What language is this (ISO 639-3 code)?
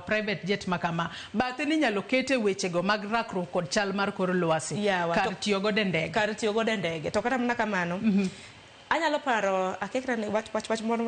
luo